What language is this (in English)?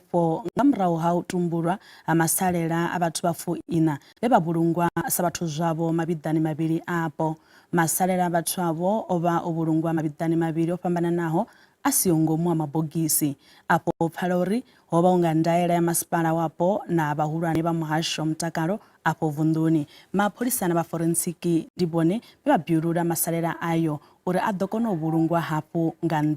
Venda